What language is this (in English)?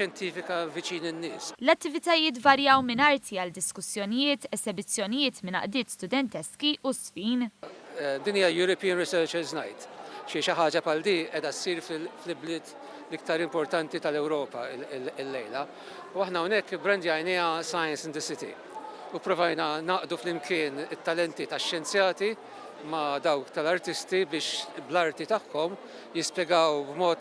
Maltese